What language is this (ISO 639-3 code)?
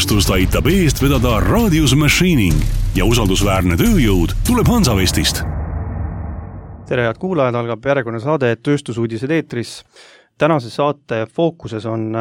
est